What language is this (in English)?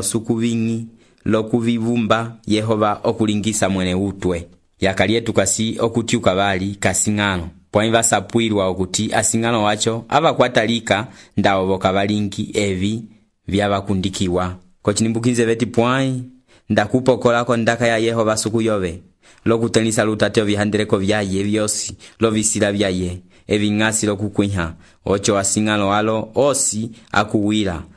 Umbundu